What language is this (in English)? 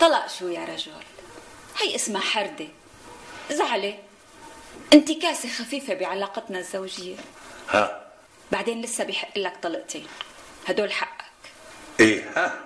North Levantine Arabic